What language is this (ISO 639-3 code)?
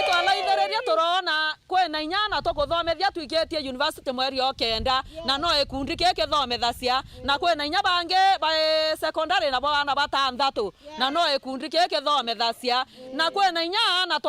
mer